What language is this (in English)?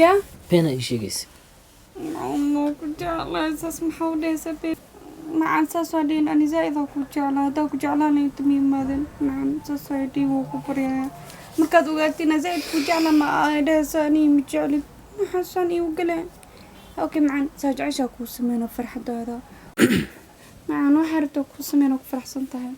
Somali